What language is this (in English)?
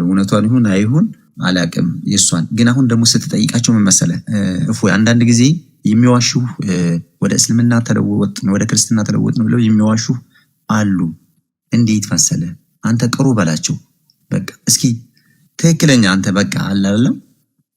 Amharic